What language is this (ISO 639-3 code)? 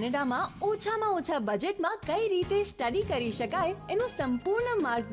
guj